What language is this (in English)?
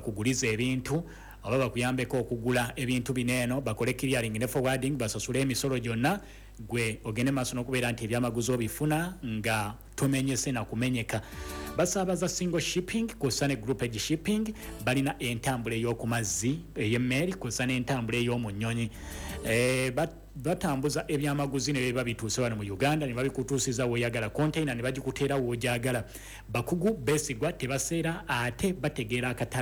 Ganda